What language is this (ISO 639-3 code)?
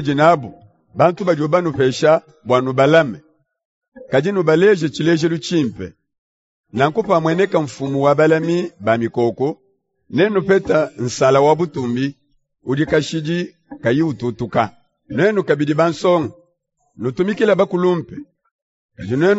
lua